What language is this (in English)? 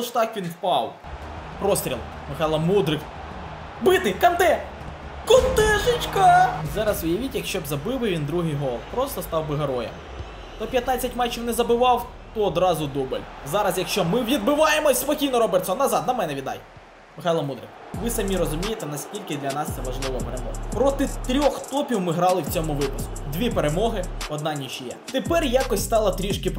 Ukrainian